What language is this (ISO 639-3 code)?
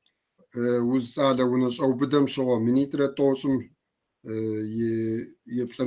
kbd